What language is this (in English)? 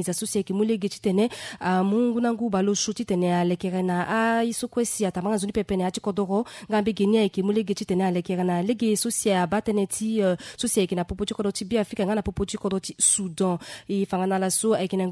Sango